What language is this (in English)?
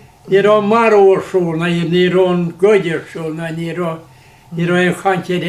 Irish